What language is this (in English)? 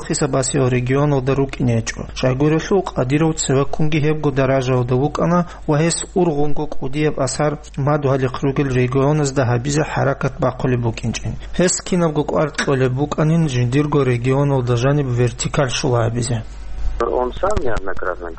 Avaric